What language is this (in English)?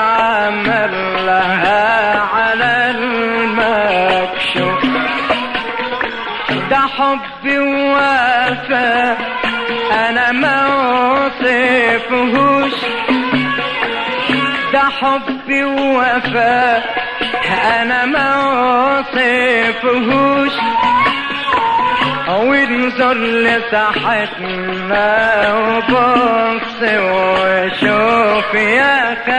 Egyptian Arabic